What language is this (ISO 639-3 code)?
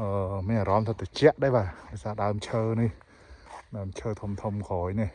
khm